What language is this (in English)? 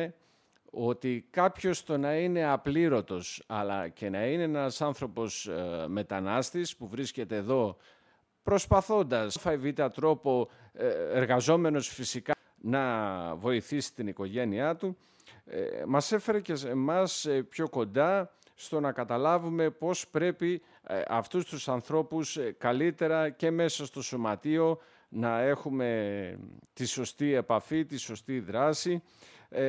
Greek